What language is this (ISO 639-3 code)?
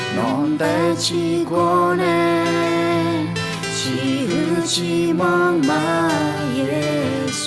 ahk